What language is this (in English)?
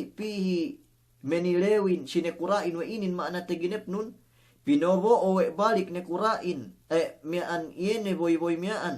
Yakan